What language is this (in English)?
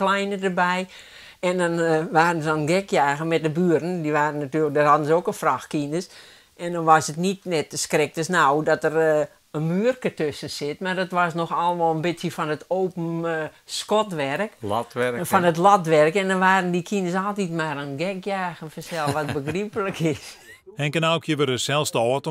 Western Frisian